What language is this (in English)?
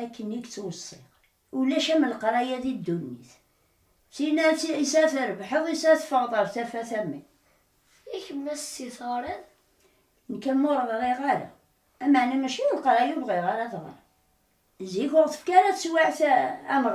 Kabyle